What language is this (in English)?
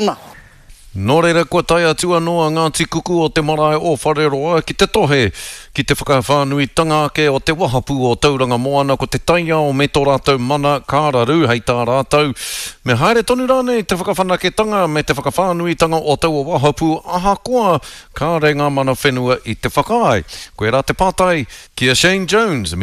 Māori